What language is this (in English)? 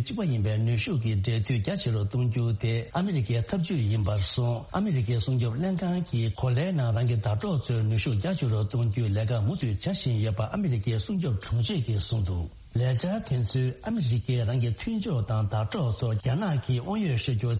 Tibetan